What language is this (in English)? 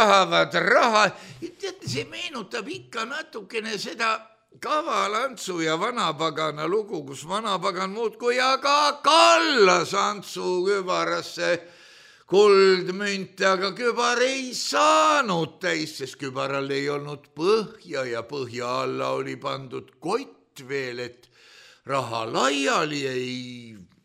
Estonian